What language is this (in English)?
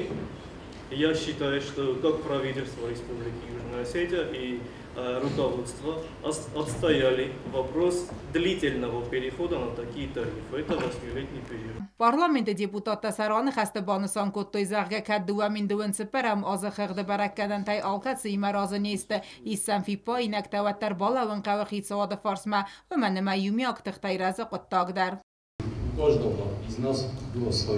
Ossetic